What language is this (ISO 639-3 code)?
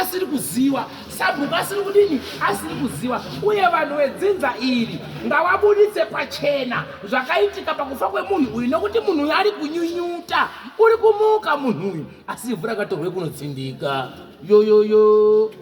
sna